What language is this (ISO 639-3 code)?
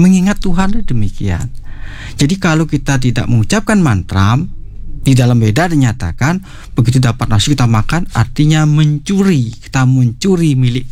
ind